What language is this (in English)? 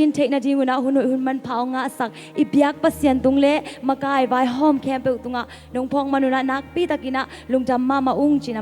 Tedim Chin